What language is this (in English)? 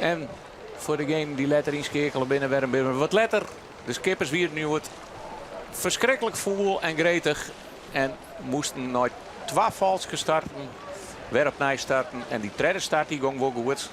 Western Frisian